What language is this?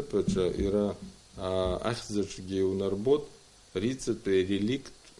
Abkhazian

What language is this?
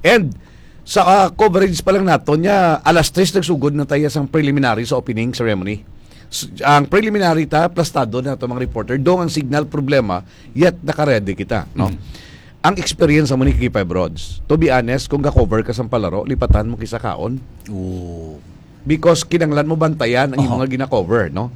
Hiligaynon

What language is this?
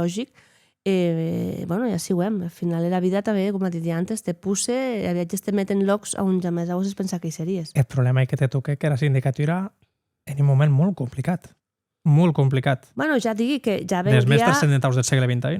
Occitan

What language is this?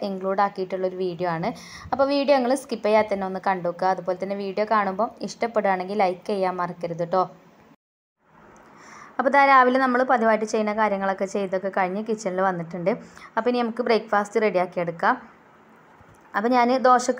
Malayalam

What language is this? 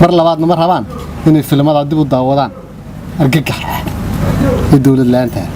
Somali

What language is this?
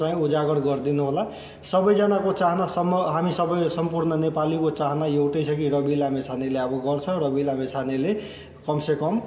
Nepali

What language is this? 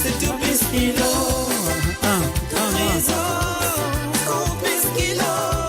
Morisyen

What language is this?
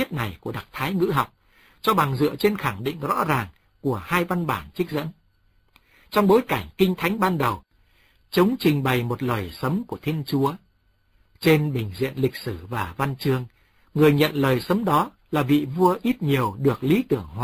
Vietnamese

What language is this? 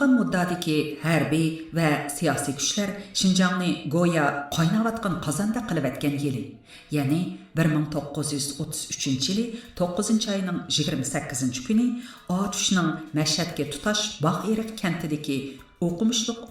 Uyghur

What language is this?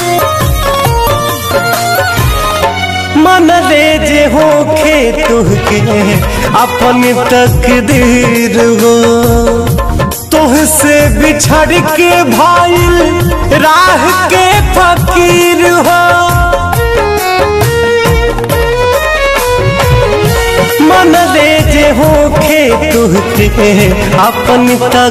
Bhojpuri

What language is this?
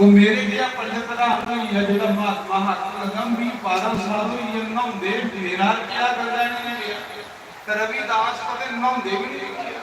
Dogri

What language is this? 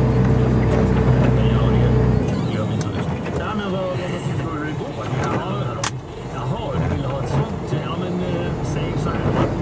Swedish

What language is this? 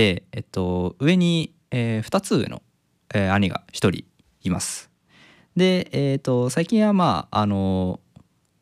Japanese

